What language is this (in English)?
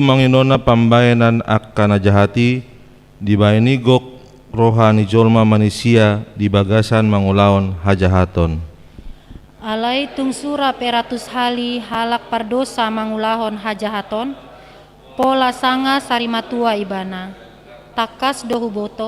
Batak Toba